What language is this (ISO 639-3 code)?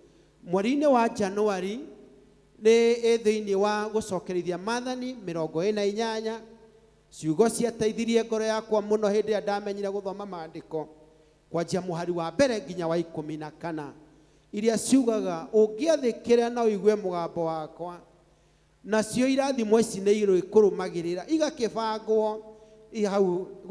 kik